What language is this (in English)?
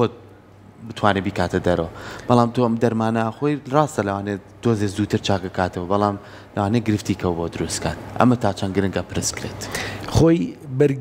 Central Kurdish